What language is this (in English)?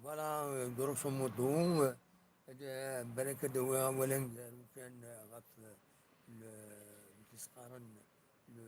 Kabyle